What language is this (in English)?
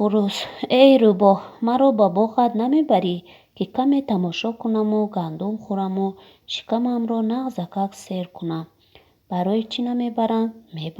Tajik